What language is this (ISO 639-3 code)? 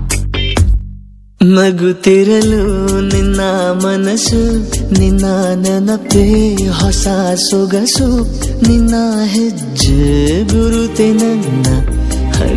kan